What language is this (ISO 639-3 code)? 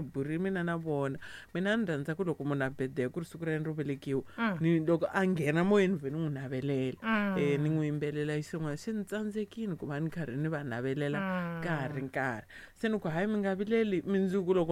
tso